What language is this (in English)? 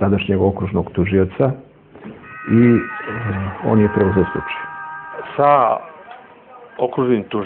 Serbian